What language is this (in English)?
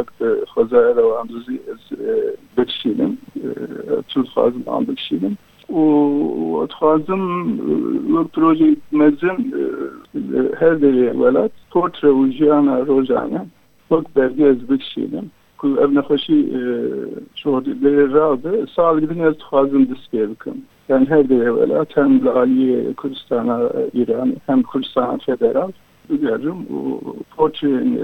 Kurdish